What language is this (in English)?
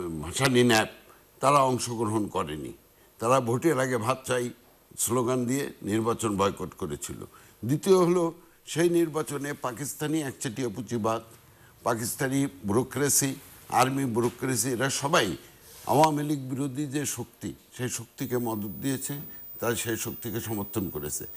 Bangla